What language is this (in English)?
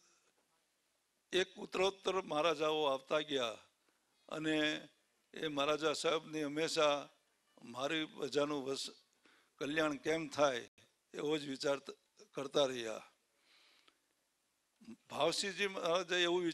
Gujarati